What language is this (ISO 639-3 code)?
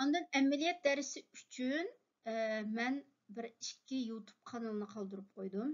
uig